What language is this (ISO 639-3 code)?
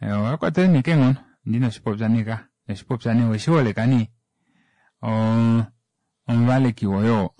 kua